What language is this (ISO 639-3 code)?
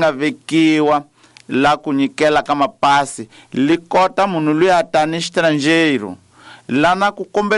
tso